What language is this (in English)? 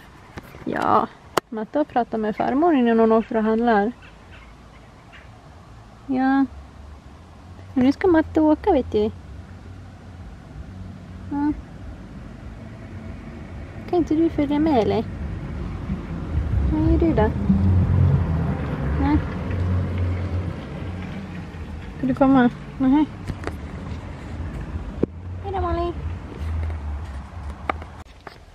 Swedish